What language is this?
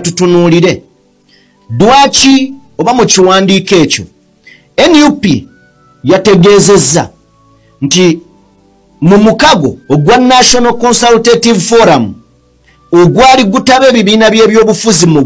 Ganda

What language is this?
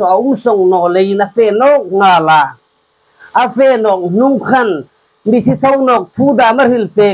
Hmar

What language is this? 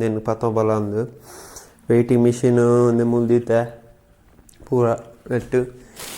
Tulu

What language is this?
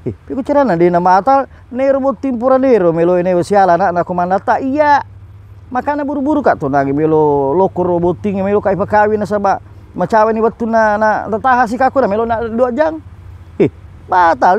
Buginese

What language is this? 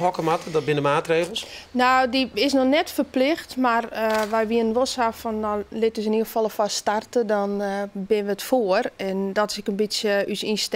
Western Frisian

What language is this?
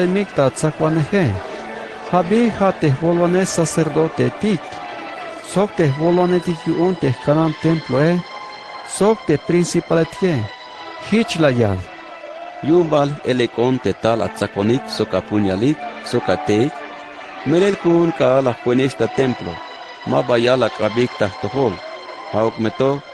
Tzeltal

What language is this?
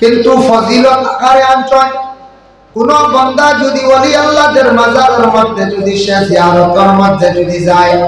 Sylheti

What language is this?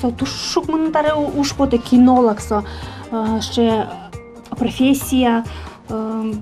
Udmurt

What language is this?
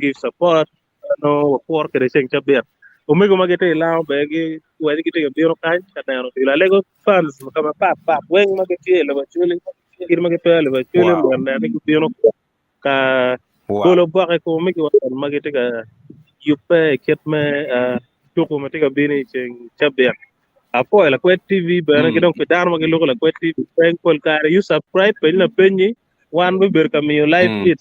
Acoli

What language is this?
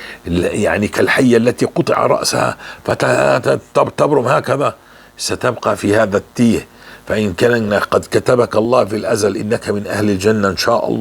North Levantine Arabic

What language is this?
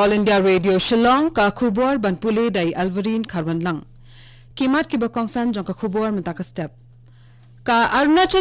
Khasi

